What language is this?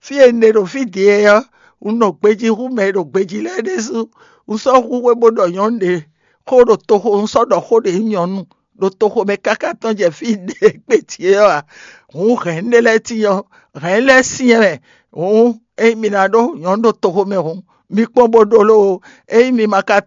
Fon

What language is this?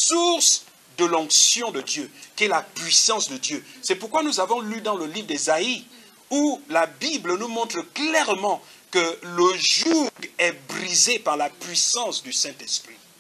French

